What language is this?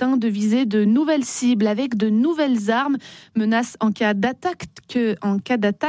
French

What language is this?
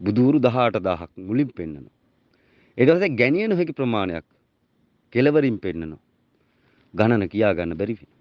Sinhala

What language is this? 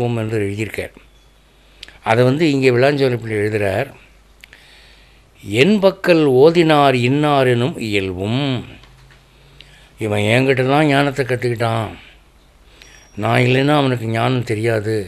Tamil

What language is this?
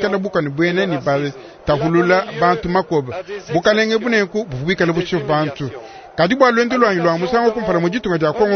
Luba-Lulua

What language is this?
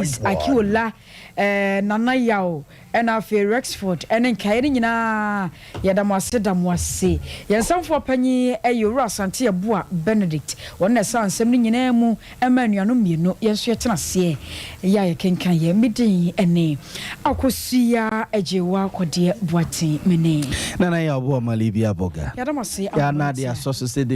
Akan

